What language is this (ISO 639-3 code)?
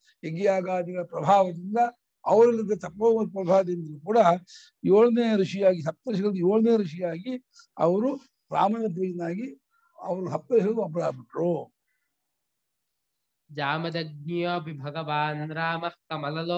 kan